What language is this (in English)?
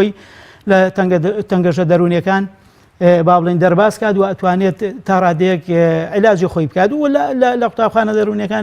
Central Kurdish